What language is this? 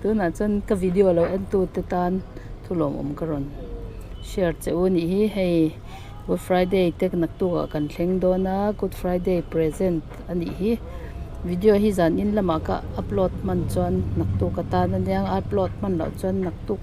Mizo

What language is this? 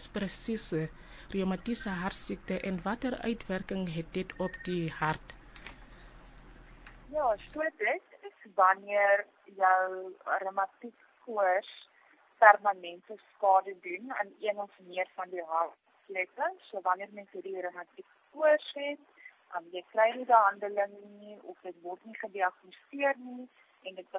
Afrikaans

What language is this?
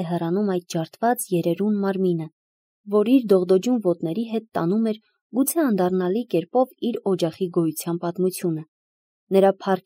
Armenian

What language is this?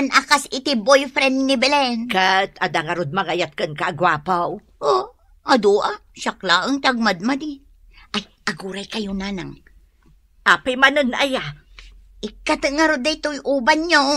Iloko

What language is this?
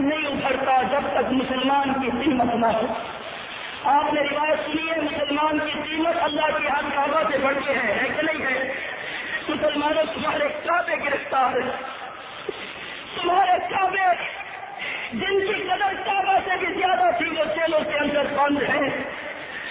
Urdu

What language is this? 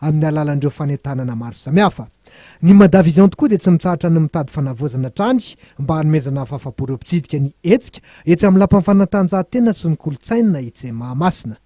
Malagasy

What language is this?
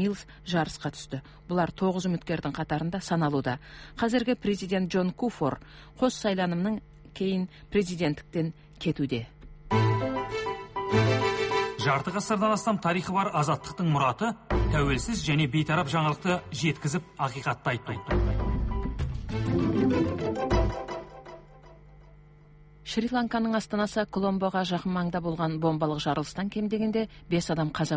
Kazakh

